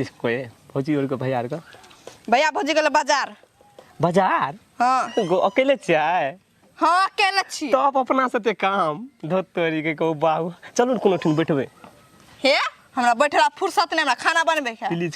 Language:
Maithili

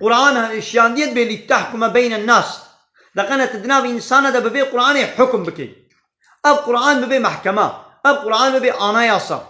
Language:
Kurdish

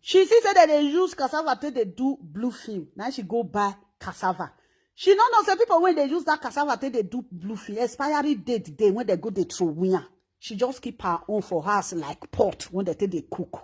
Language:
Nigerian Pidgin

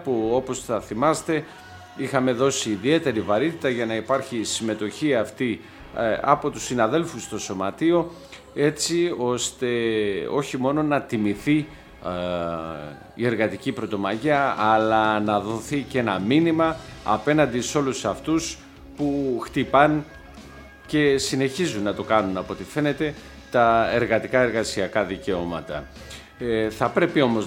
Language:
Greek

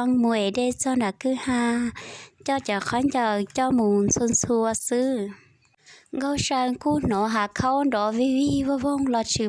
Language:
Hmong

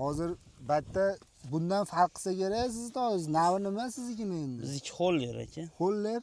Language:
Uzbek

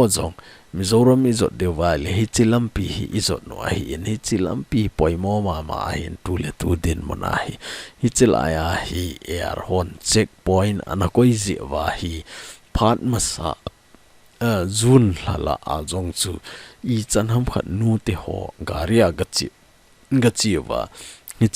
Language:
Thado Chin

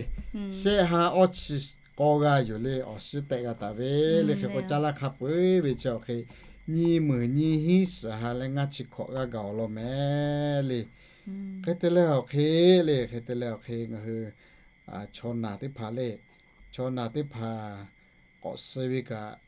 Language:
Lahu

